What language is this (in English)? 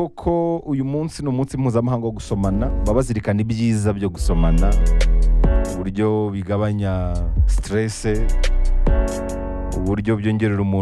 Kinyarwanda